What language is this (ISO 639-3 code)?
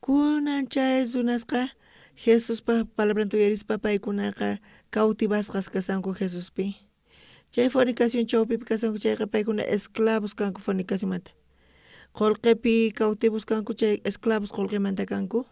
quh